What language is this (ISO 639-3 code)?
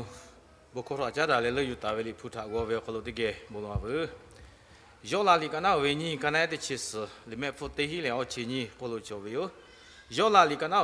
lhu